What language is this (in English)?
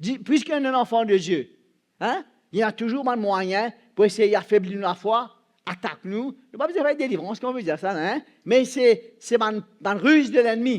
Morisyen